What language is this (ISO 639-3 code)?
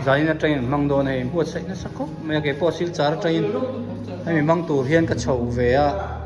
hmr